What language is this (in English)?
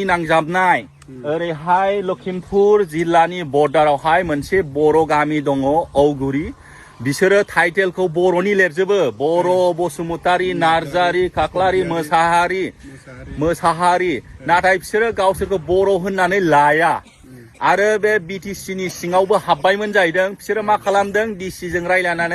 Bodo